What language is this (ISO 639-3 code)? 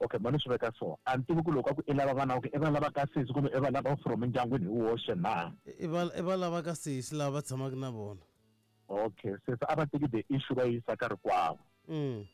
tso